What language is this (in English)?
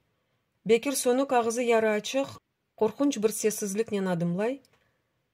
Crimean Tatar